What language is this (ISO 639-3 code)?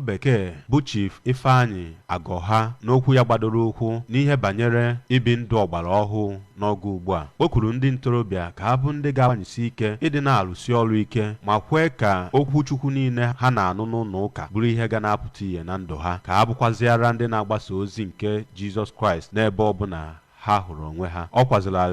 ibo